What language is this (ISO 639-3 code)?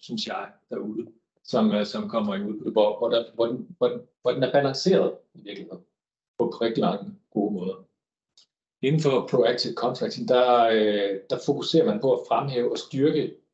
dan